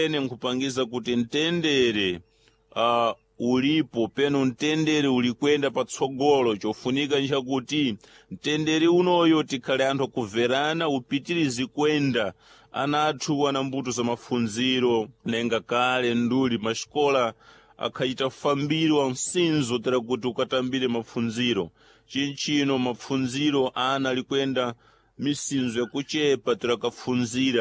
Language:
Sena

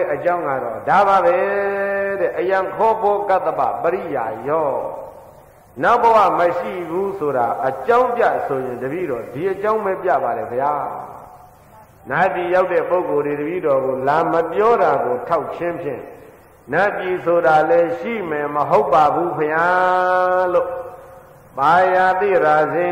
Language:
Burmese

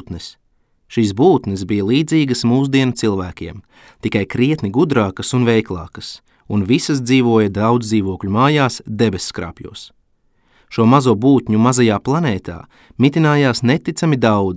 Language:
Latvian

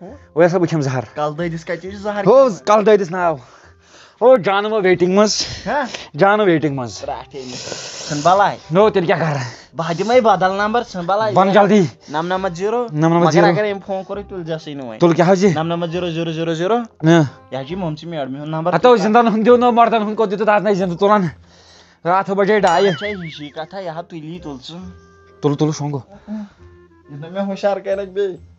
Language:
Kashmiri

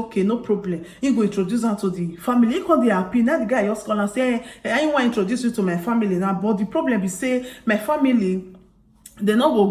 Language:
Nigerian Pidgin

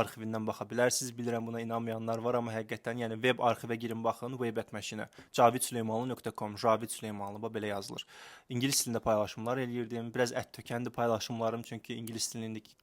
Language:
Azerbaijani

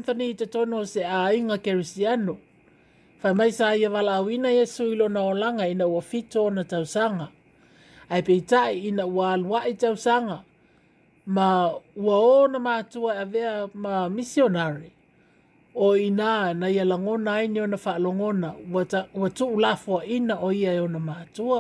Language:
Samoan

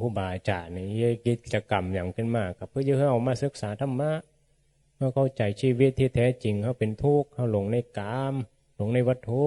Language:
Northeastern Thai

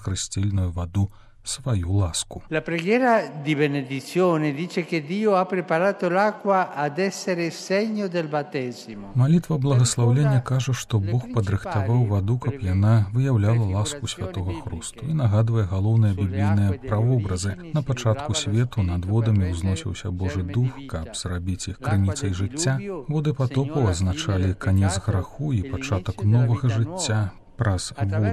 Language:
Belarusian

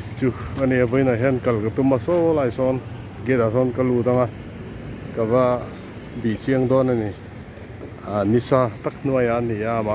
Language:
Mizo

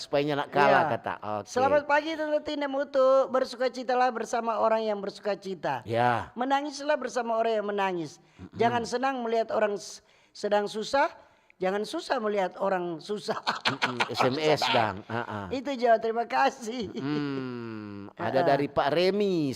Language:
Manado Malay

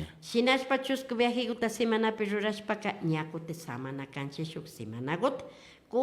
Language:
Imbabura Highland Quichua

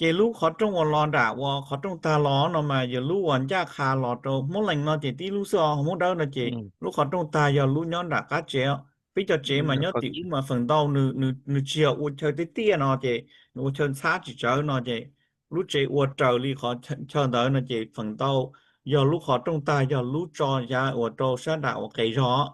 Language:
Hmong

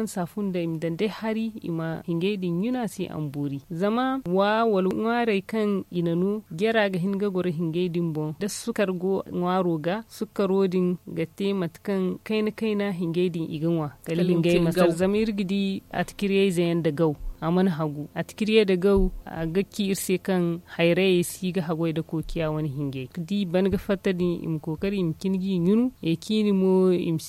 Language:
Zarma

